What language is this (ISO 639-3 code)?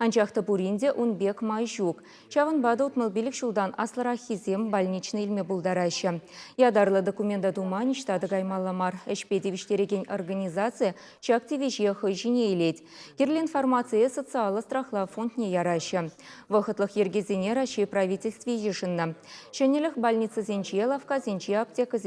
chv